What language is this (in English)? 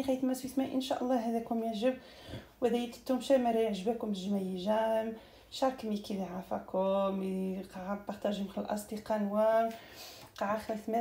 Algerian Arabic